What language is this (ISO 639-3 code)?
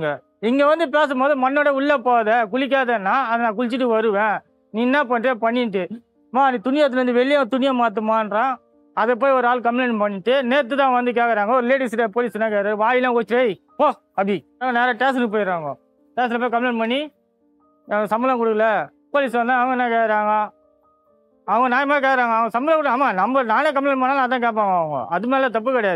tam